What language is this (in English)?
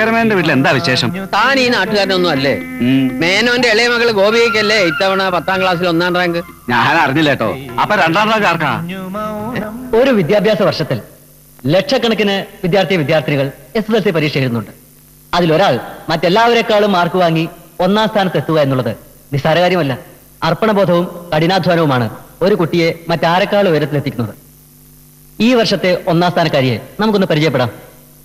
Malayalam